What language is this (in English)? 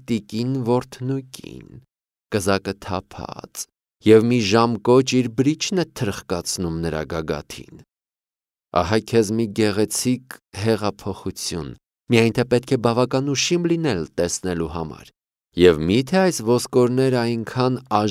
Armenian